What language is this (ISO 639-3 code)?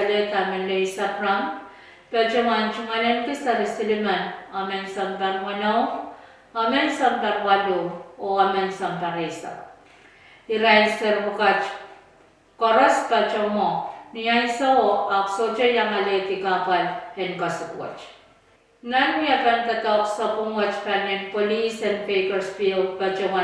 pon